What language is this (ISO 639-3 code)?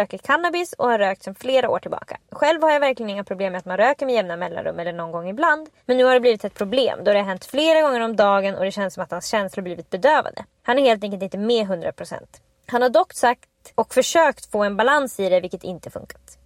swe